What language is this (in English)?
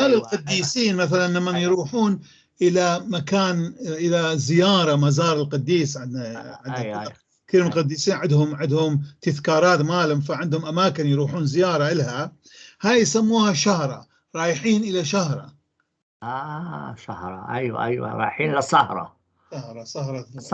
North Levantine Arabic